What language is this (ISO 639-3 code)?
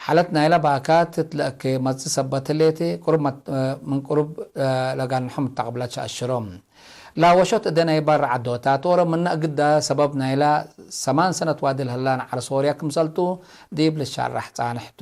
tig